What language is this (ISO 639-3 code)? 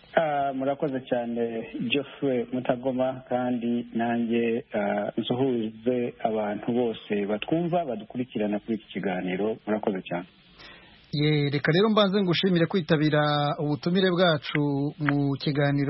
kin